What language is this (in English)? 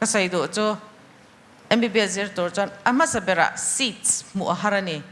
Mizo